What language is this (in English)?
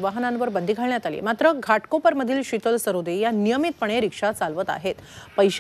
Marathi